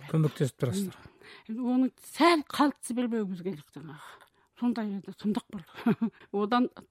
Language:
Kazakh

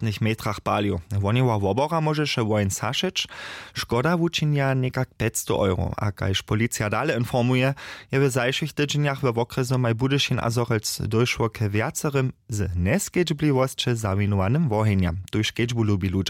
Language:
Upper Sorbian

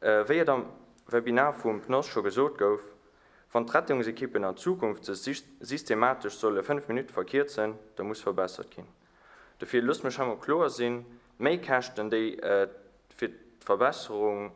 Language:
Luxembourgish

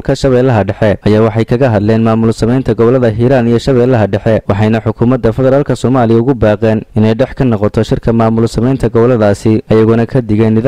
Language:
Somali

